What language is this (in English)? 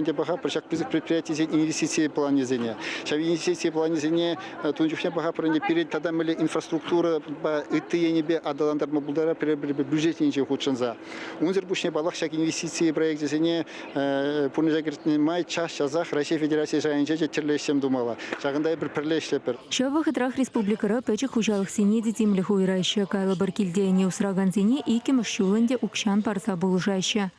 Chuvash